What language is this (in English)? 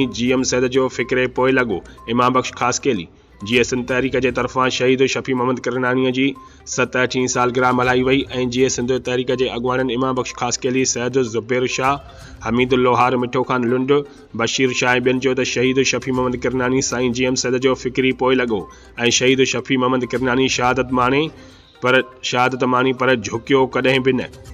Sindhi